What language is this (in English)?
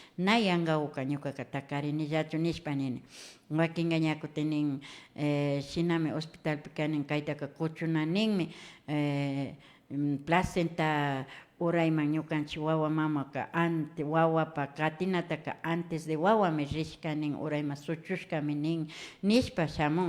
Imbabura Highland Quichua